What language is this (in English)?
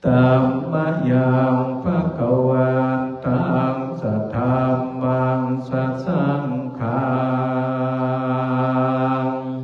Pali